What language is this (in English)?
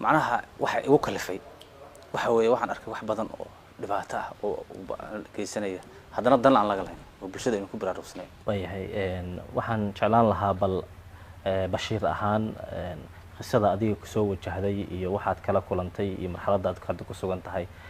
Somali